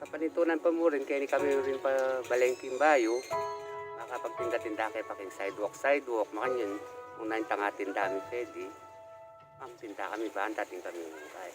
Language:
Pampanga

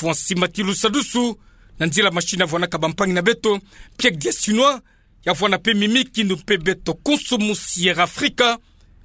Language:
Kituba (Democratic Republic of Congo)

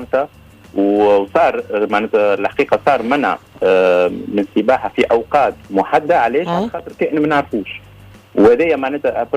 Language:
Tunisian Arabic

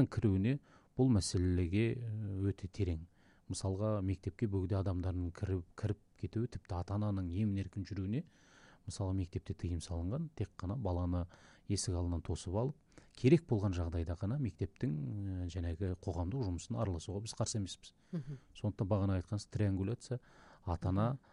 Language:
Kazakh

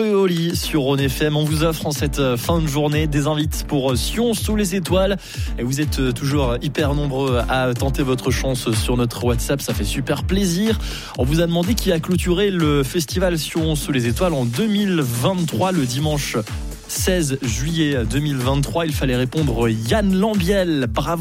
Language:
French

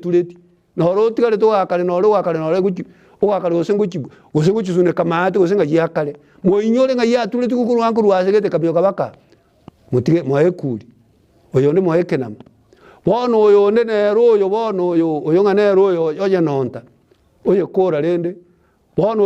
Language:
Gusii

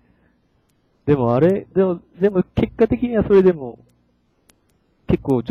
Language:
Japanese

